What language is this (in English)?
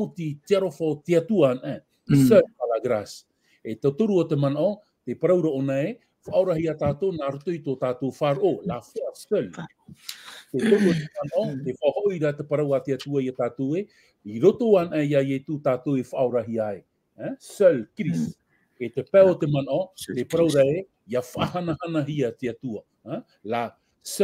Tahitian